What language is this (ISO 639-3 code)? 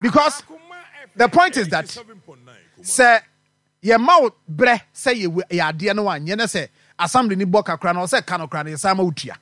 aka